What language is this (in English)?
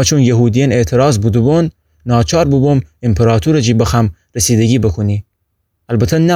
Gilaki